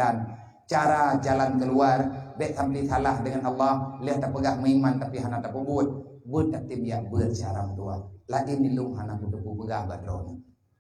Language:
Achinese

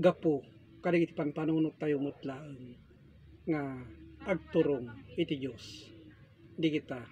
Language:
Iloko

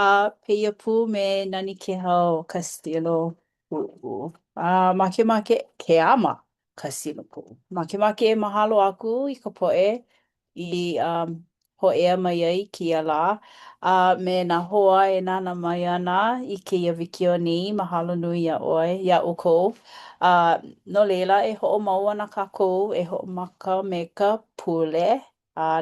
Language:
Hawaiian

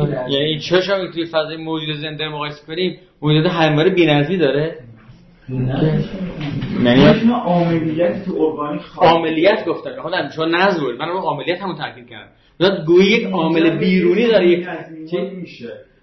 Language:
Persian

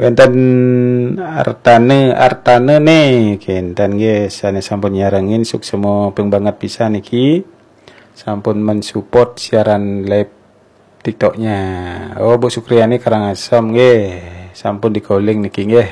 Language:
Balinese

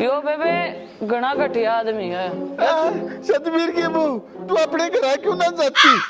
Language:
Haryanvi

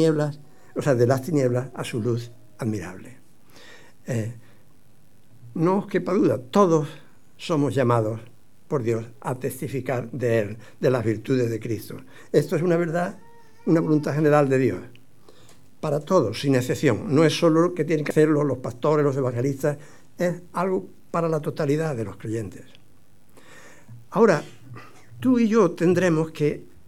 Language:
Spanish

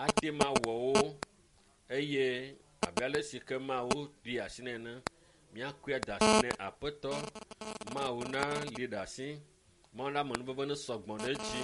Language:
Ewe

